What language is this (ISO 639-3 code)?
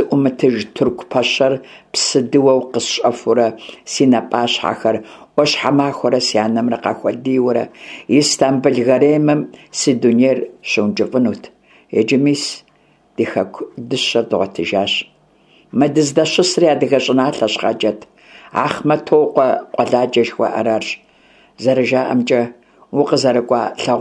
kbd